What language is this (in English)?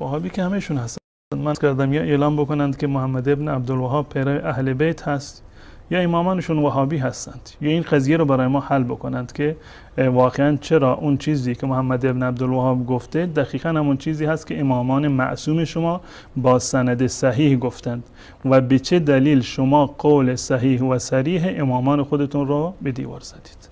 Persian